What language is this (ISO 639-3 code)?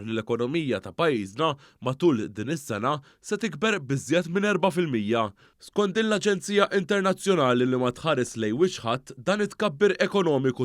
mlt